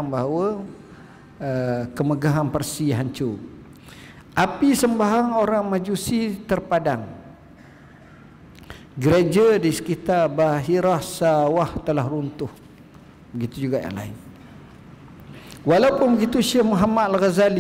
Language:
Malay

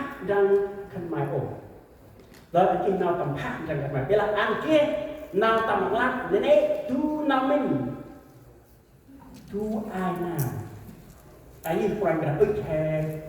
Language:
Central Mnong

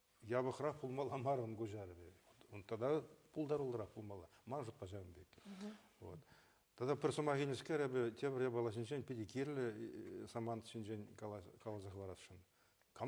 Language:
Chuvash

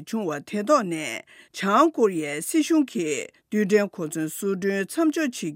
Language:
Tibetan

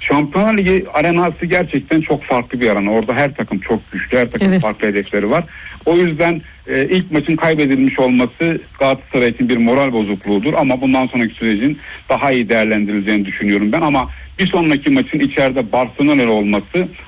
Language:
Turkish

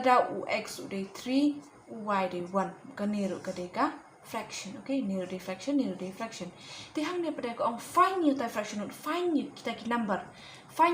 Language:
Khasi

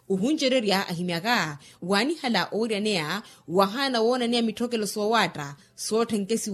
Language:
Makhuwa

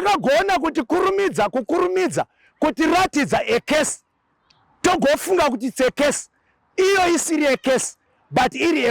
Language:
Shona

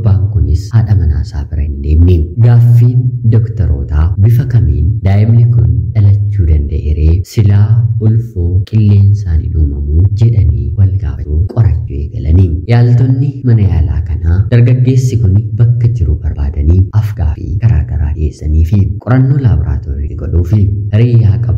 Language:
Oromo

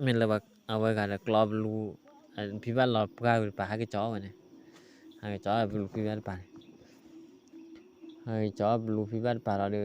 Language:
S'gaw Karen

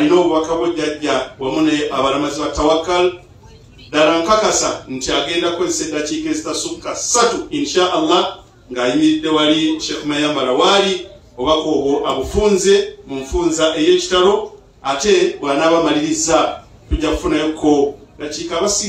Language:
Ganda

